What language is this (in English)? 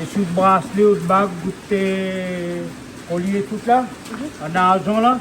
Réunion Creole French